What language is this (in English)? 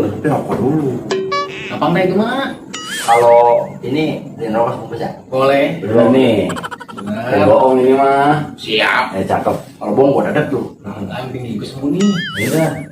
Betawi